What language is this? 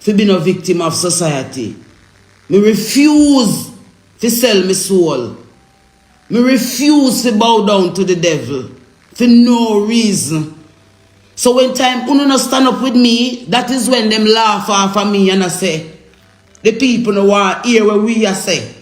Jamaican Creole English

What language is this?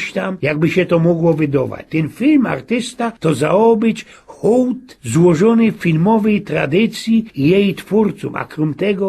Silesian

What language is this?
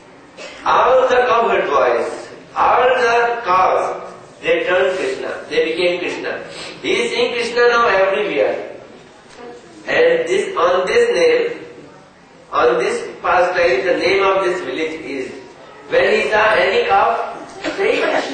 English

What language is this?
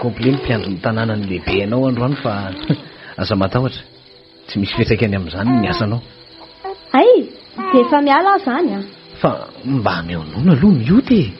Malagasy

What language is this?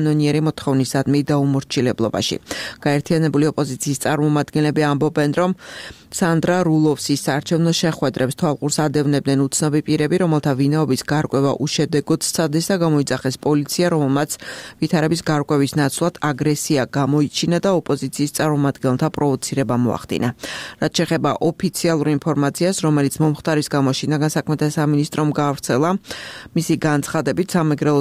Georgian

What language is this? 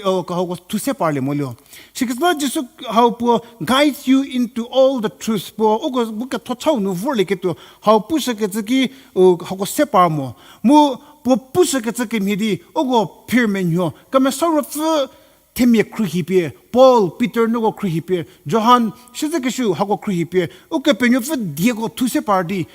Angami Naga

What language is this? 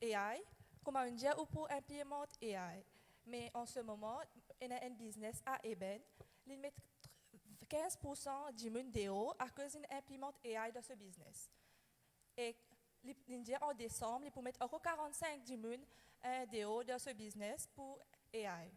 Morisyen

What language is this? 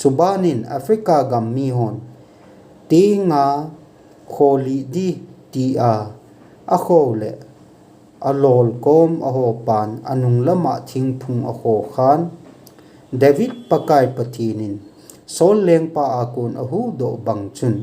Thado Chin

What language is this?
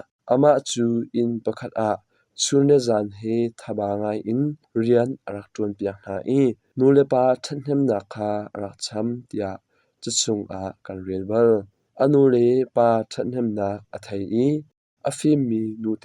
Hakha Chin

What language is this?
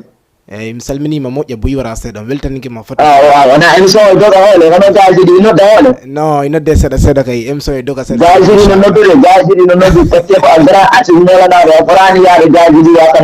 Fula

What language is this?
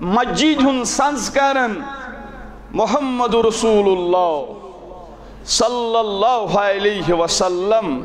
Kashmiri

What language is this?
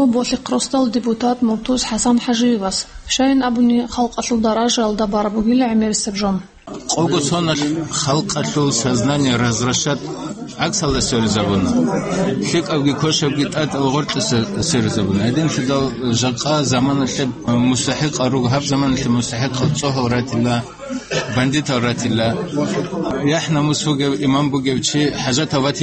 Avaric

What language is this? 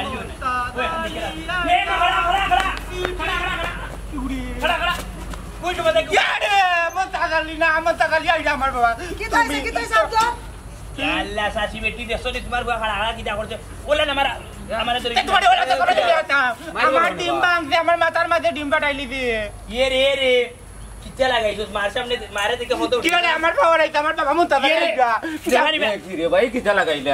Sylheti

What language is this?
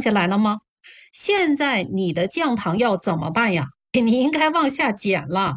Chinese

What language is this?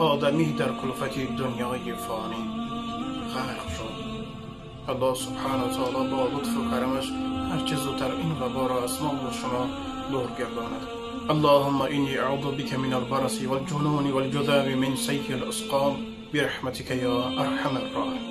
Tajik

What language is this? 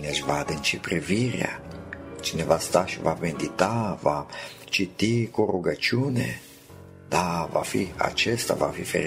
Romanian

